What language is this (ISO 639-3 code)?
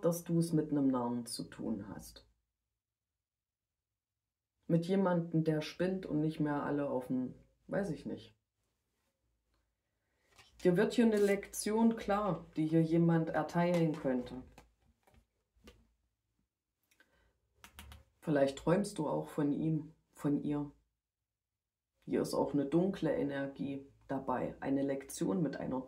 deu